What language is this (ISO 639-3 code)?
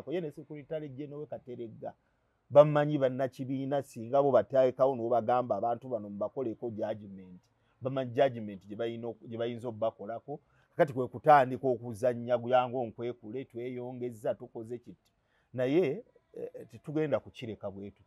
lug